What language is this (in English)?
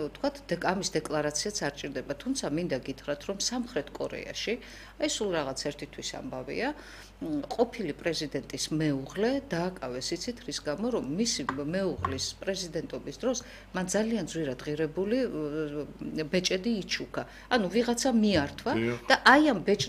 Georgian